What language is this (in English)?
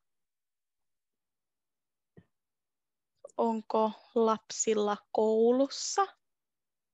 Finnish